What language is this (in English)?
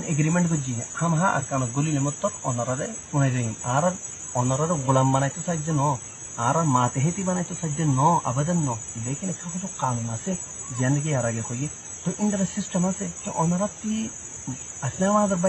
Rohingya